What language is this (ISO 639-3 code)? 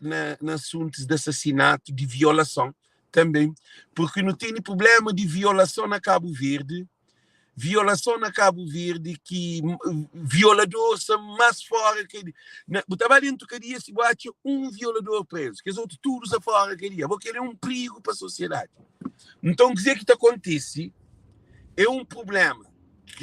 kea